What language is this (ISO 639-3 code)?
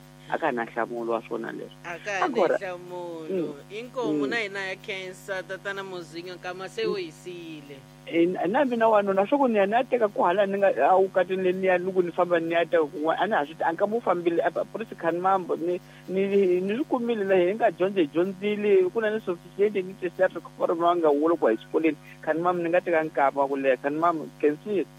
tso